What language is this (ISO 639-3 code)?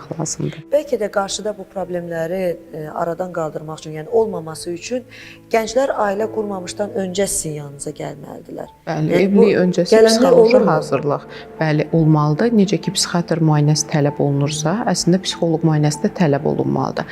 aze